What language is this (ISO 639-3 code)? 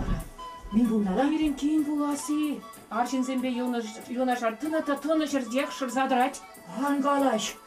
chv